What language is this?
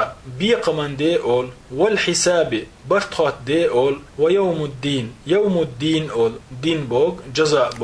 Chechen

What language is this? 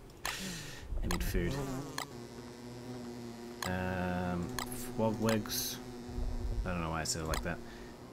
English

